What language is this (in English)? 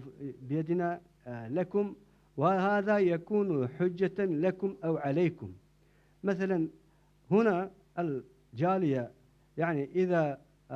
Moroccan Arabic